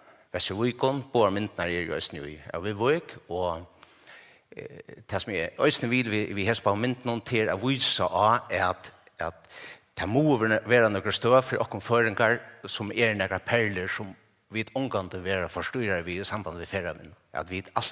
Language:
Faroese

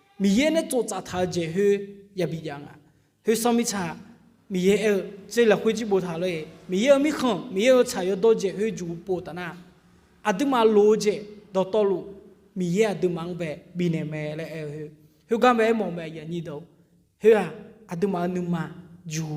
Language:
Akha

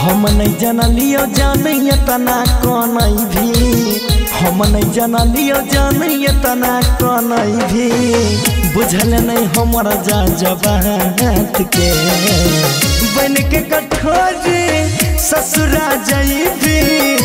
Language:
Bhojpuri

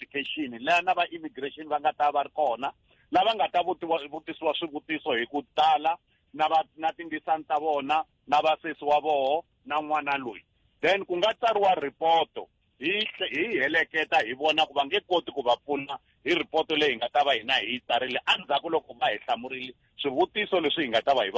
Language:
Tsonga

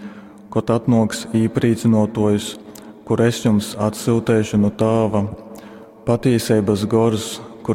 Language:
Latgalian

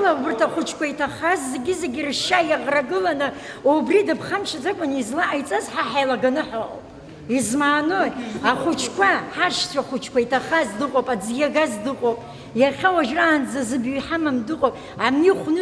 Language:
Abkhazian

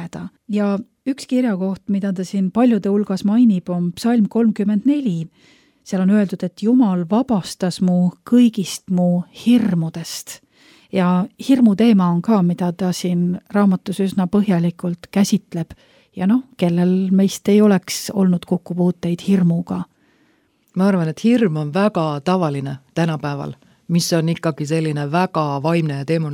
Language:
Estonian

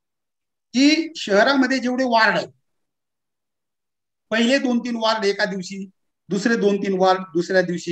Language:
Marathi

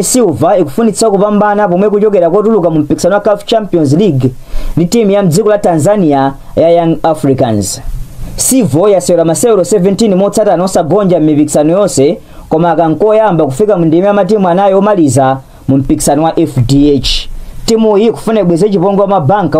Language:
Nyanja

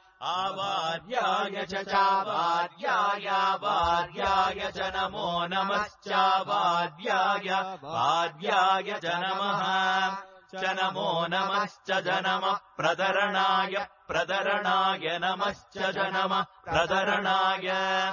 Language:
Sanskrit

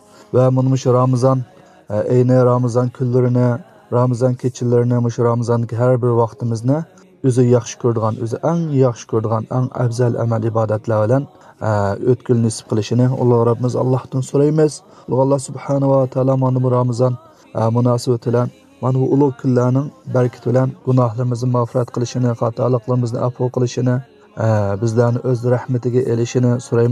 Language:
Uyghur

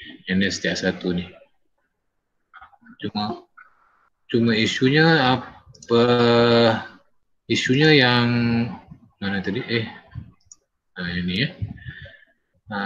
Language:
Malay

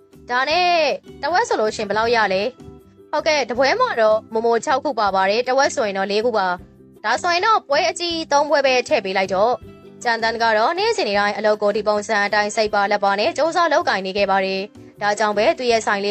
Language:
Burmese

